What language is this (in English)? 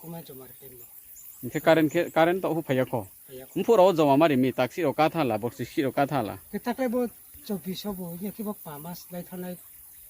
Riang (India)